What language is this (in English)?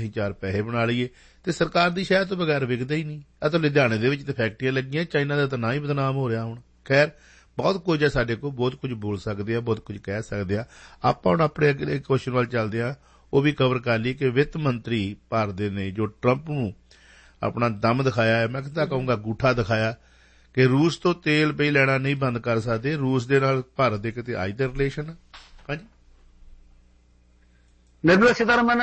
Punjabi